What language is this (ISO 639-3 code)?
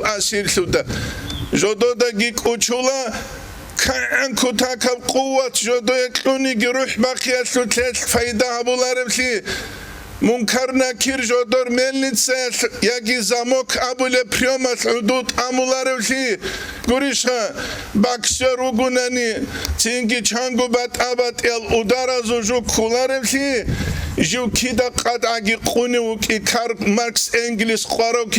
ava